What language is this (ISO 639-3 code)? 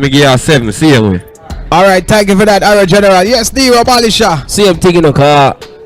jam